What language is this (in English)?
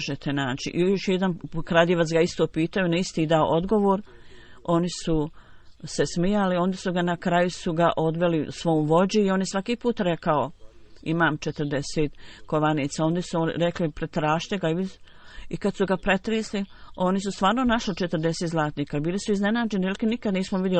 Bosnian